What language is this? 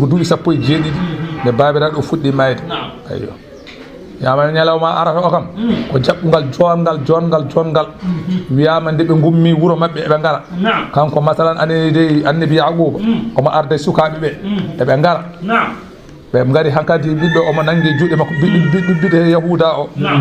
Fula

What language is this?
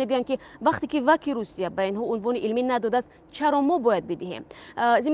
Tajik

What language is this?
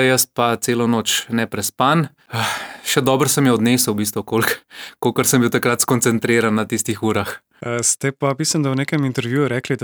Slovenian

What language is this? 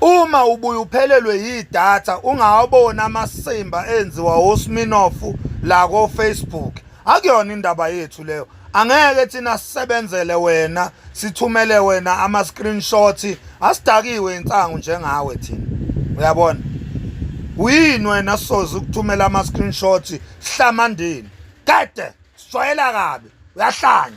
Zulu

